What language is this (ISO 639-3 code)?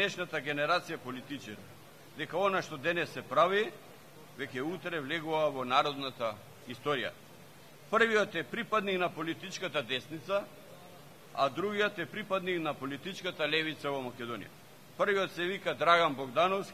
mkd